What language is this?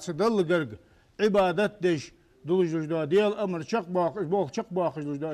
Ingush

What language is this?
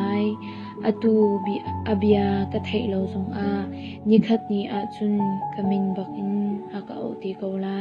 Hakha Chin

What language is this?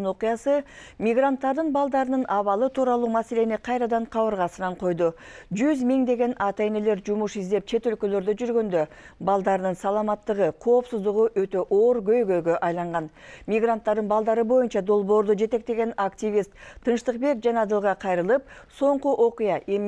Kyrgyz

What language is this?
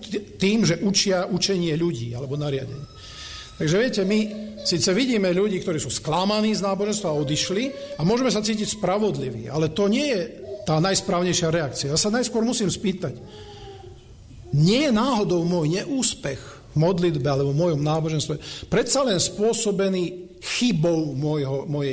Slovak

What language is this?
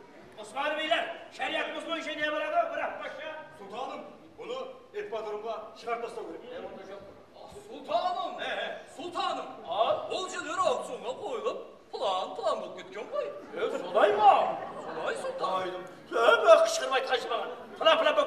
Kara-Kalpak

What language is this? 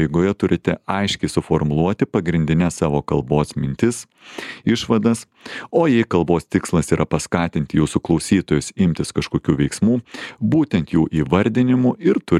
Lithuanian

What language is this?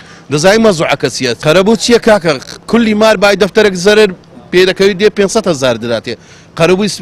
Central Kurdish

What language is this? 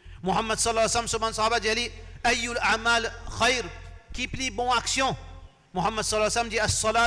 Morisyen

